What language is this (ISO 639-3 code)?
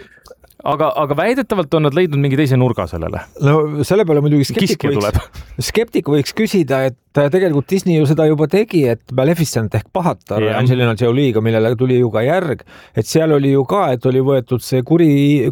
est